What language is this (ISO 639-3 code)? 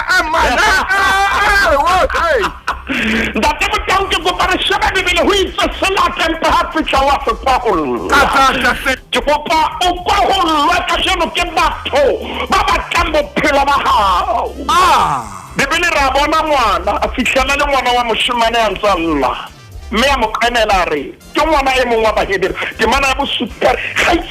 sot